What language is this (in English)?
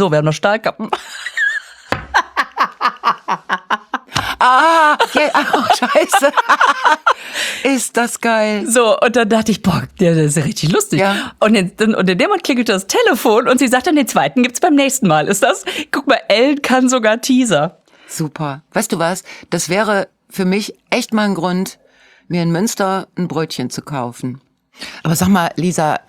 German